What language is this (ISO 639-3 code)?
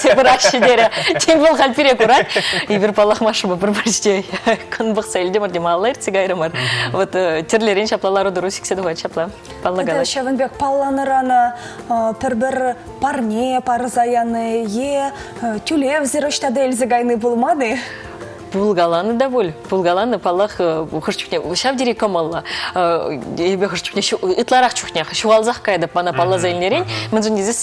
chv